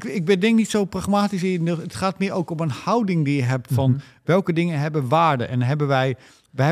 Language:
Dutch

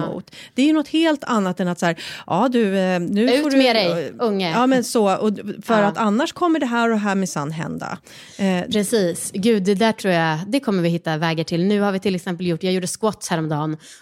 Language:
Swedish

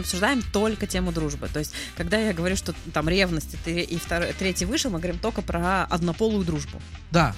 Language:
Russian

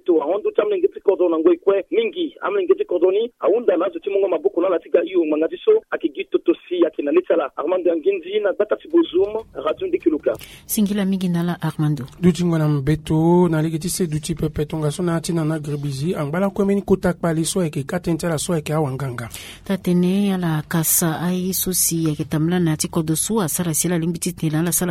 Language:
Sango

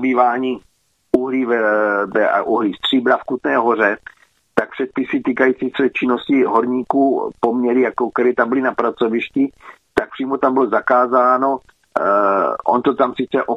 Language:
Czech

